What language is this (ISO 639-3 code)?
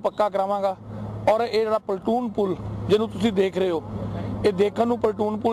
pan